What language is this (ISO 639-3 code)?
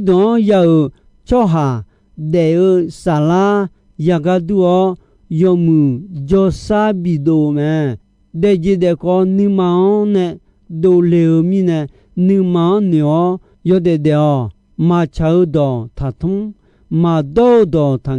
ahk